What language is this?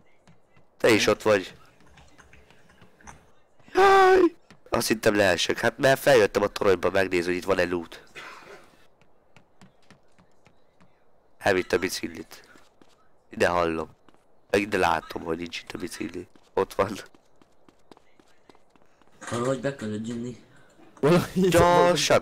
Hungarian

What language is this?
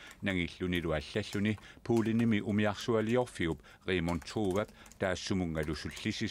Kalaallisut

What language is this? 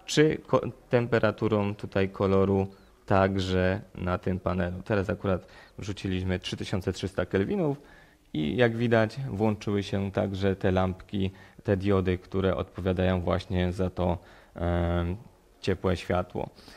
Polish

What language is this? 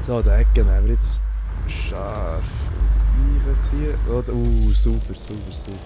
Swiss German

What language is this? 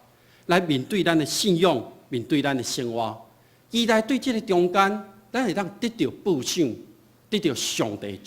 Min Nan Chinese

